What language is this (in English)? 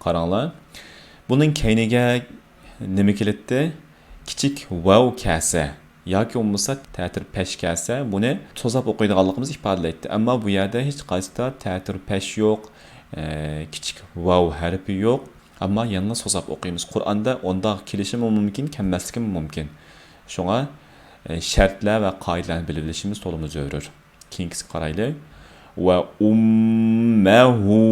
Uyghur